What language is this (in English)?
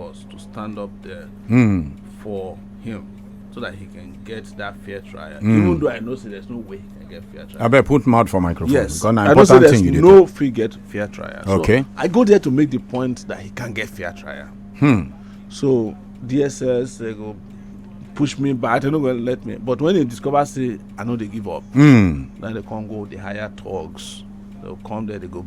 Nigerian Pidgin